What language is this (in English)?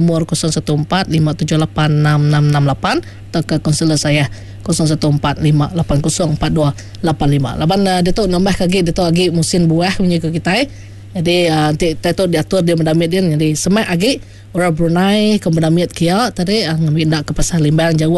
Iban